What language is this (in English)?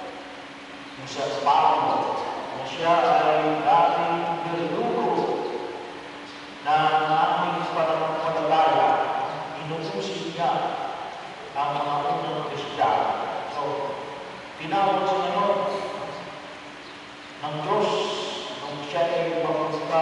Filipino